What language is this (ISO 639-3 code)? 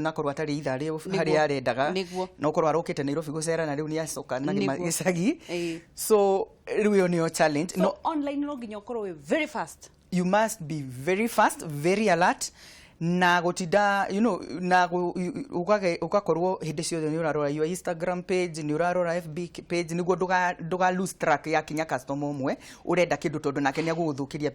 kik